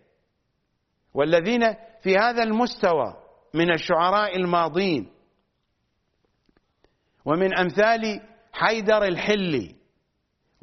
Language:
Arabic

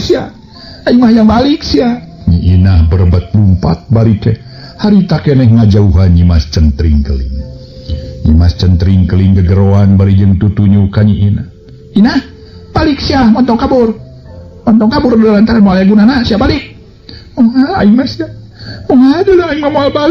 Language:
Sundanese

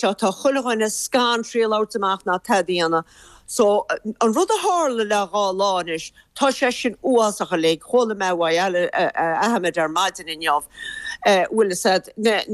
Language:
Irish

